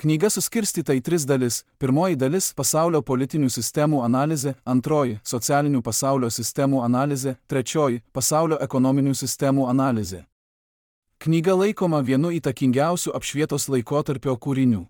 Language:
Lithuanian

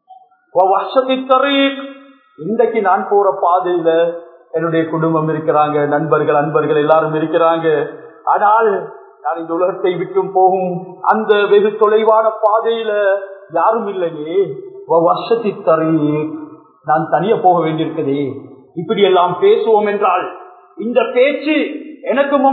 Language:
Tamil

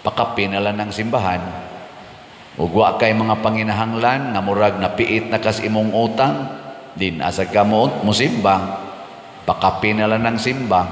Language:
Cebuano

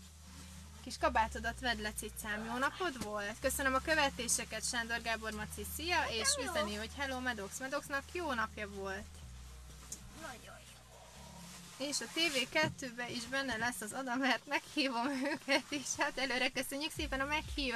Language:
Hungarian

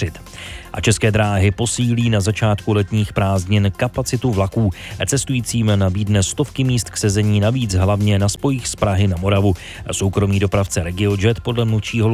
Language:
Czech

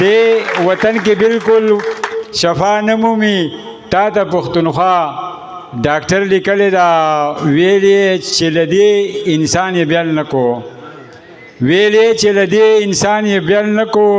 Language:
Pashto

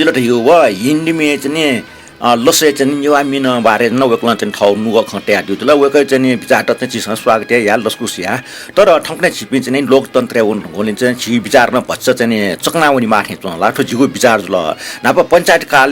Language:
Newari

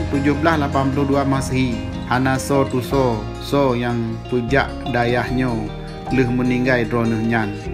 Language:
Achinese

